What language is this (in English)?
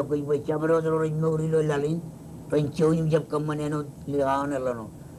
Marshallese